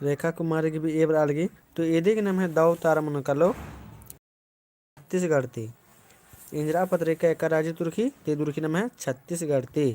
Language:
Kurukh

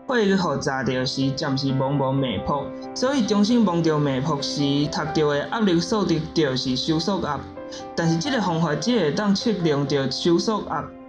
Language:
Min Nan Chinese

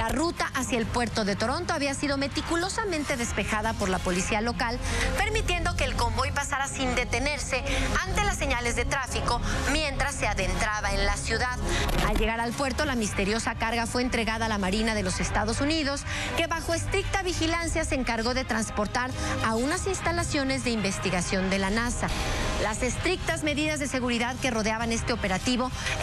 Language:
Spanish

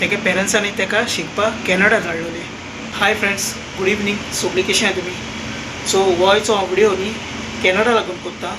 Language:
Konkani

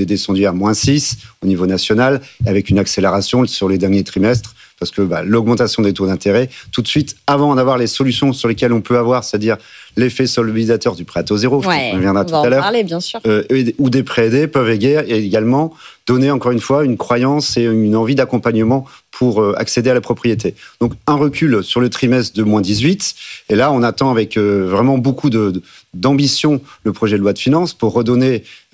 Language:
French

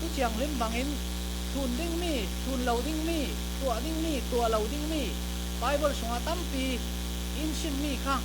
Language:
Falam Chin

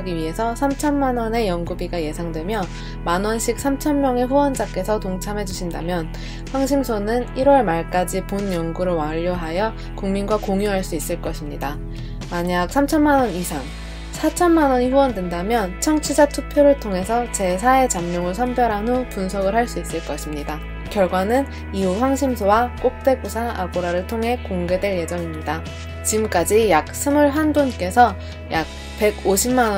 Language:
Korean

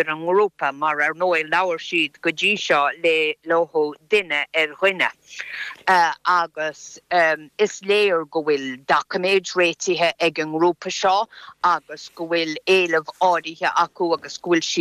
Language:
Irish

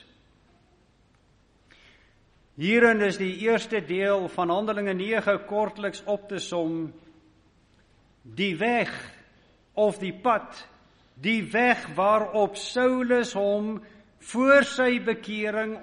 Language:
Afrikaans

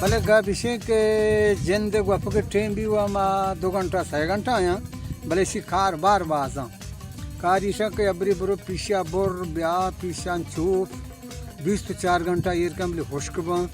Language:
Baluchi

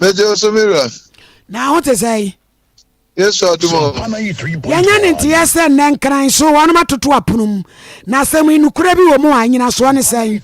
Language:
Akan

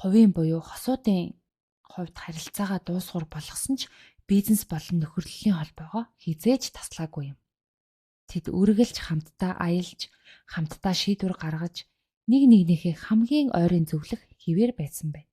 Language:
Mongolian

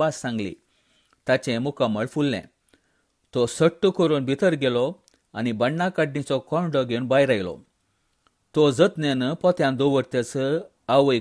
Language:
Konkani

